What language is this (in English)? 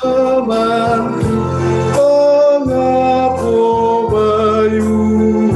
Batak Simalungun